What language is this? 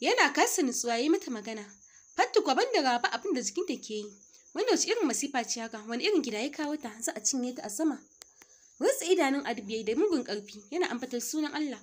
Hausa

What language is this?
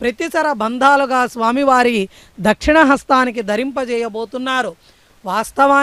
Telugu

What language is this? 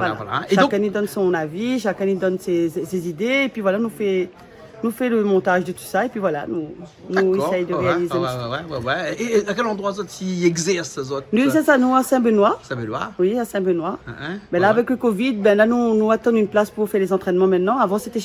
Réunion Creole French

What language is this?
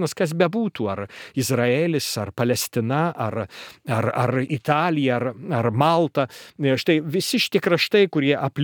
Lithuanian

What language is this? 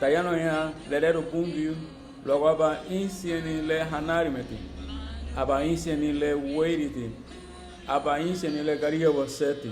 Garifuna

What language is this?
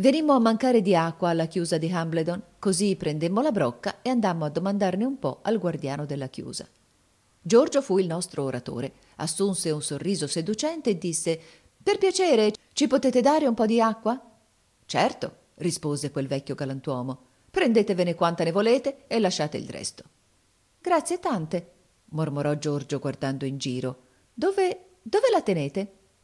Italian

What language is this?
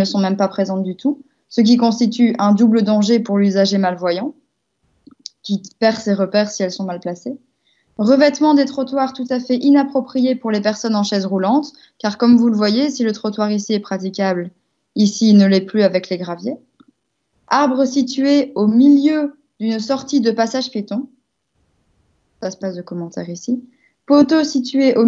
French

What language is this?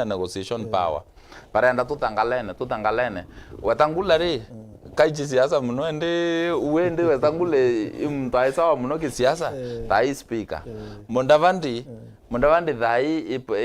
Meru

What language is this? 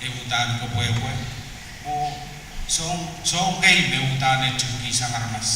Pohnpeian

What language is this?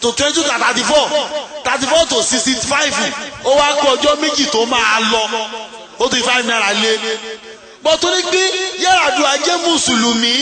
Yoruba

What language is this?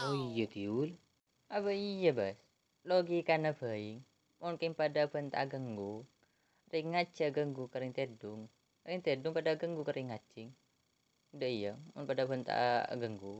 Madurese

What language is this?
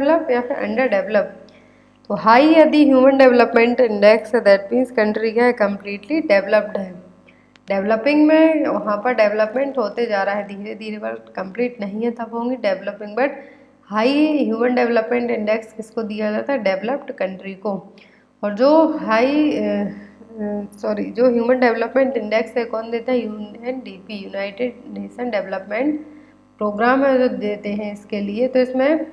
Hindi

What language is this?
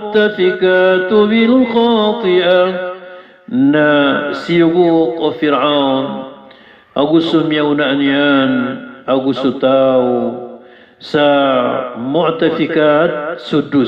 Maranao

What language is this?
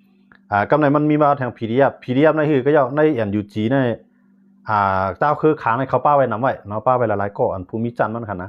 Shan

